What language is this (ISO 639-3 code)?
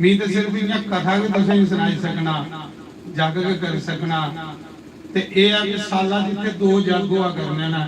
doi